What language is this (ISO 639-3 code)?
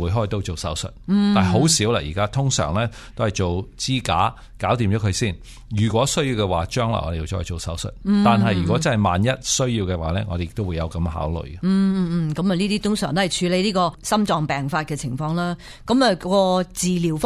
yue